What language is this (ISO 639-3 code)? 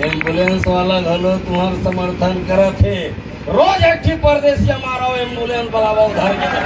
hne